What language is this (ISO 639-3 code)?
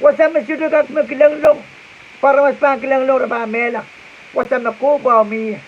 pon